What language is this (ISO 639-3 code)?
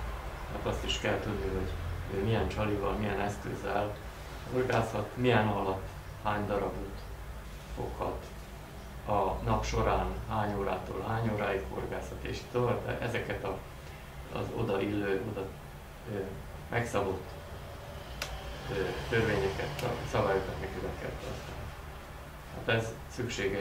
hun